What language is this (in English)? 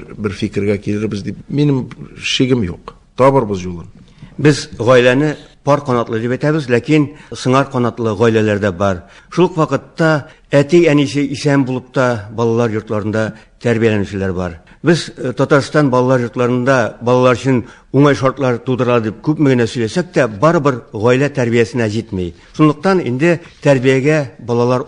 Tatar